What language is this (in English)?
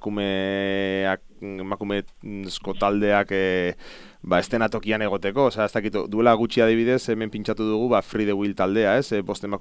Basque